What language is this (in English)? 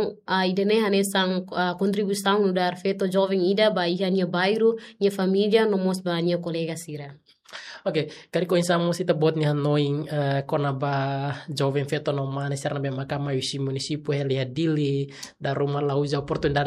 Tetum